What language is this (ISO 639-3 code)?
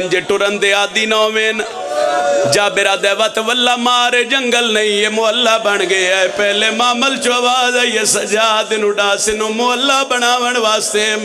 phr